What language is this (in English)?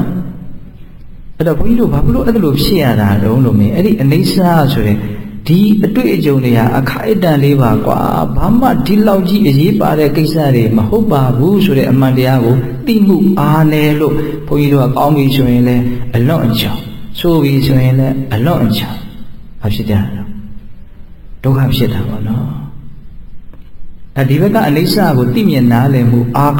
Burmese